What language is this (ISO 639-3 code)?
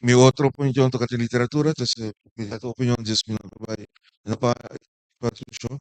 pap